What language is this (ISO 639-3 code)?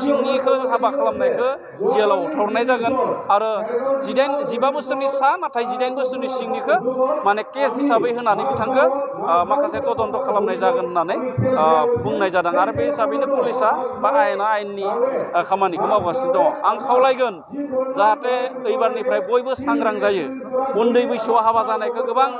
brx